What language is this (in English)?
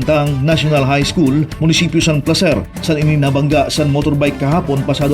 Masbatenyo